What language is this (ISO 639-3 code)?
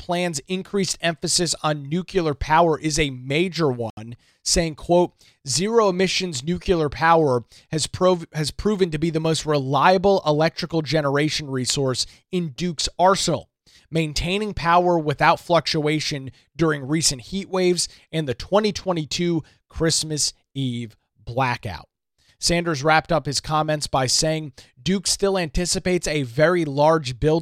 eng